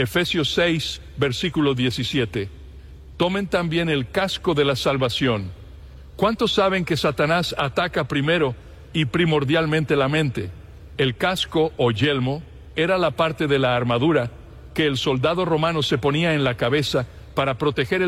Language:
Spanish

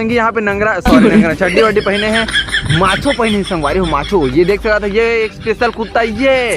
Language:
Chhattisgarhi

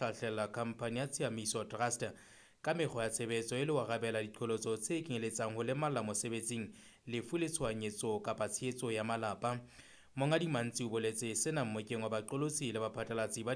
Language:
Southern Sotho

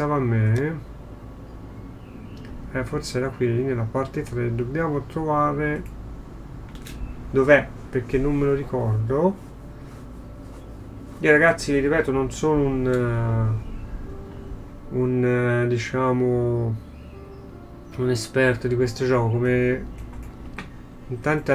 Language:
Italian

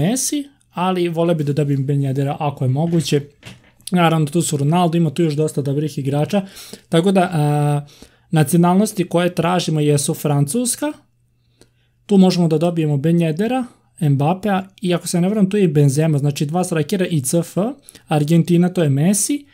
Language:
Serbian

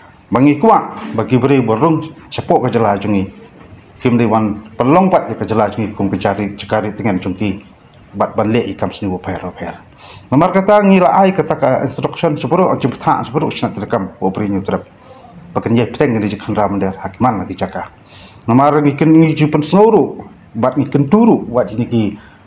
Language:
Khasi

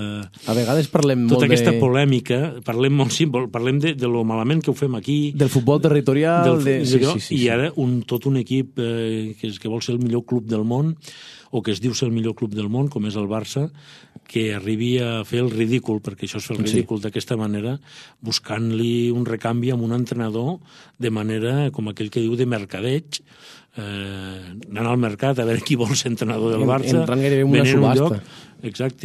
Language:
Catalan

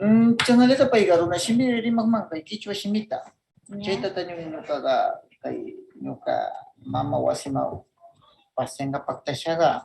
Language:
Northern Pastaza Quichua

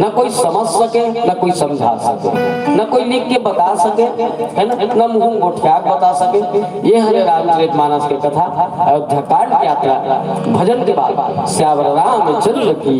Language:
Chhattisgarhi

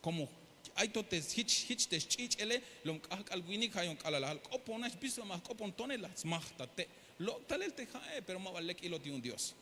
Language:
Tzeltal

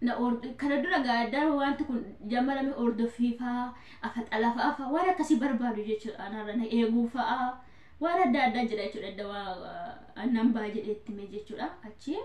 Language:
Oromo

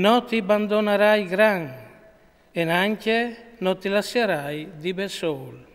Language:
Friulian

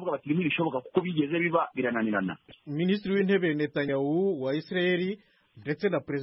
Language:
Kinyarwanda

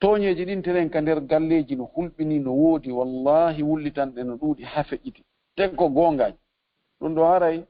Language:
Fula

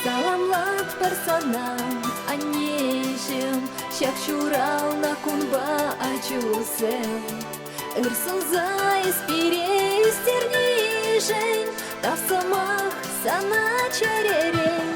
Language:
Chuvash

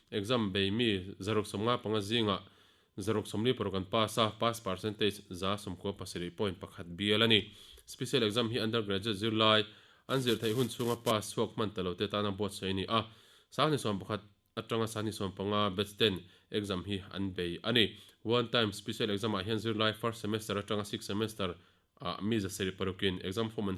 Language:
Mizo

